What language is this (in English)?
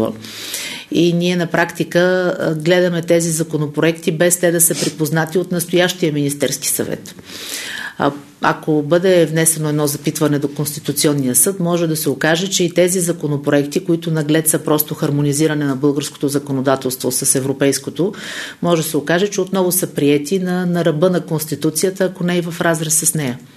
Bulgarian